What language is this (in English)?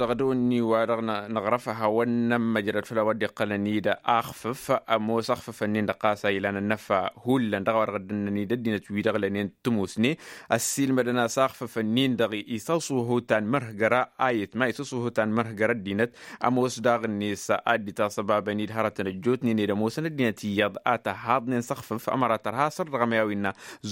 Tamasheq